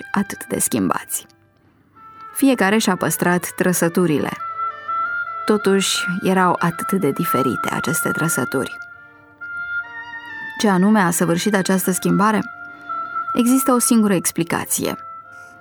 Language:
Romanian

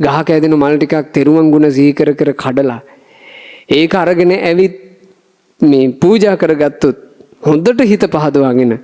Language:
Sinhala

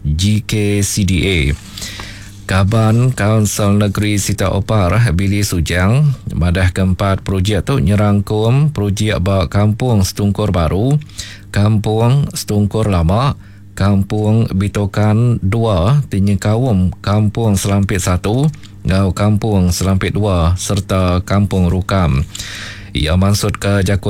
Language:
Iban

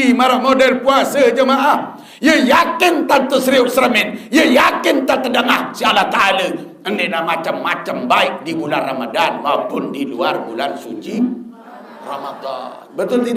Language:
Sasak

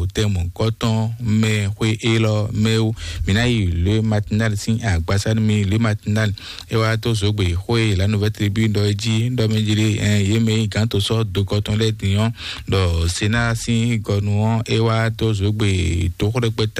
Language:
Fon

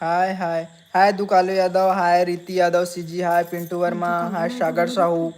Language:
Chhattisgarhi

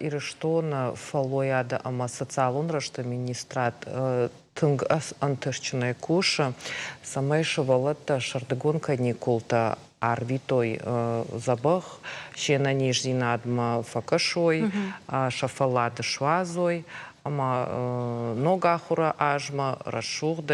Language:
Ossetic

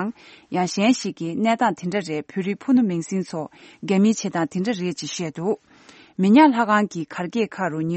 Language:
Tibetan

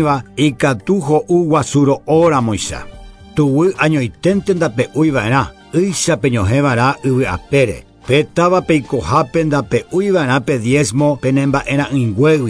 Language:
Guarani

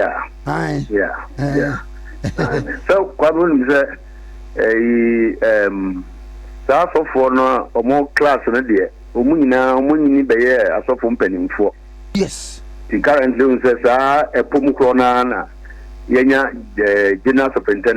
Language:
Akan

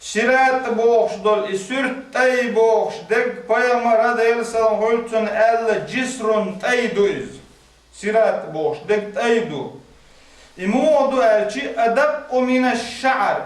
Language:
Chechen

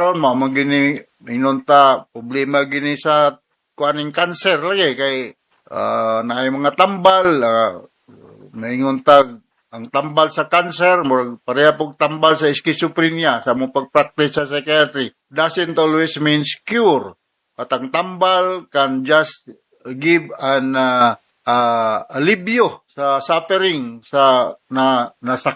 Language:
Cebuano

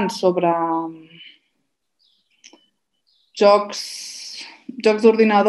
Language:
Catalan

